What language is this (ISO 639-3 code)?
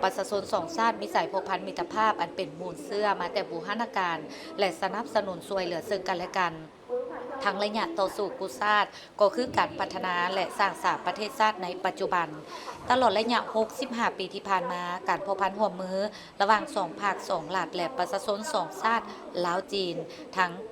lao